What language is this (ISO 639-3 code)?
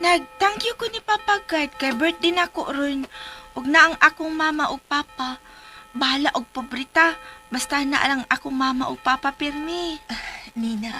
ceb